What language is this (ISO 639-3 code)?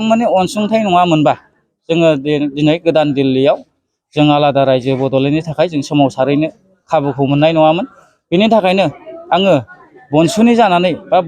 brx